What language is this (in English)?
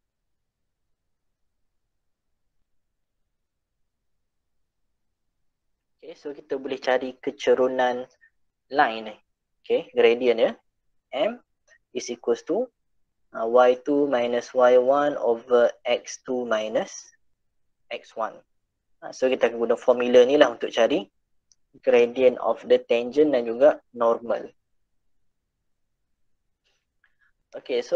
Malay